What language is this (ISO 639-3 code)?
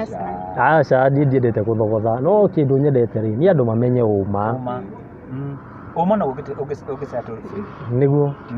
kik